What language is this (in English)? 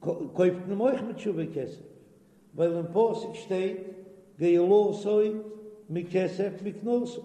Yiddish